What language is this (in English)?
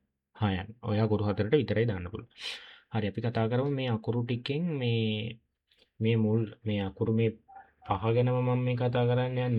Sinhala